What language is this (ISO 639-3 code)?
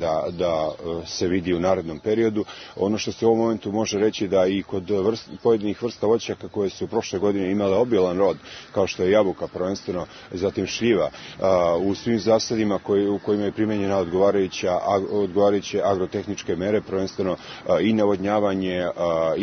srp